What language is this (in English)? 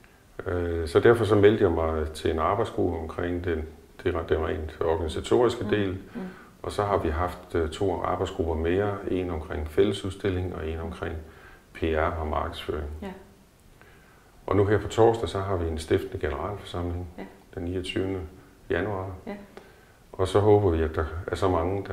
Danish